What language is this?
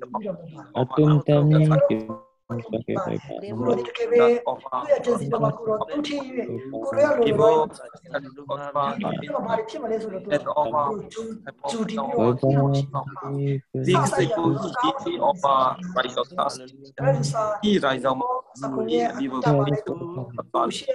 Burmese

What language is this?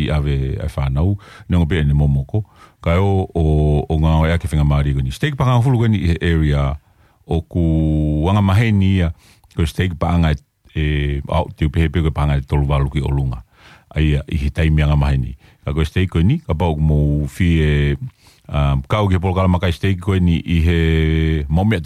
Tongan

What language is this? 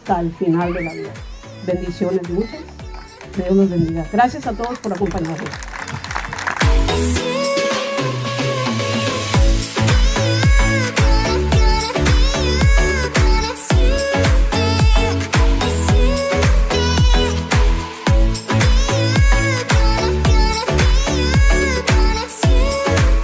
Spanish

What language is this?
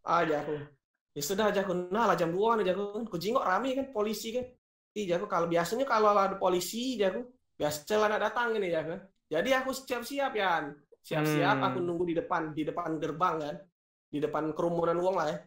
Musi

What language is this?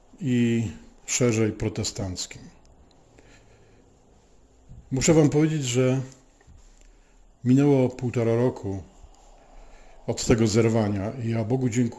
Polish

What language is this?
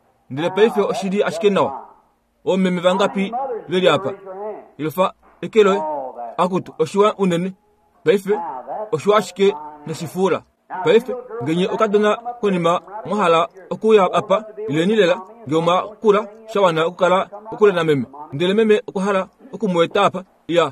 Kuanyama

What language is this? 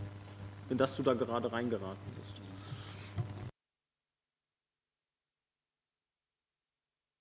German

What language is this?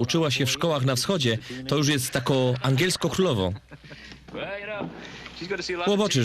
Silesian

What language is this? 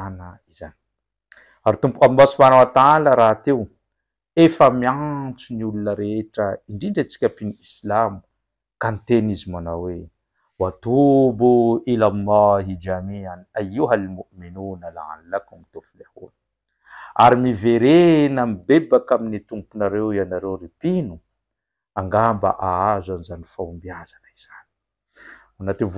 Malagasy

